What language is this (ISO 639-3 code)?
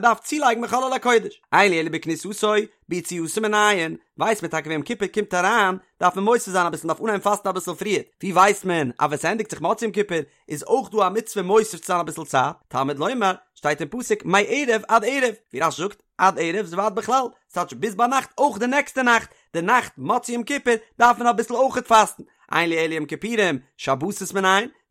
yid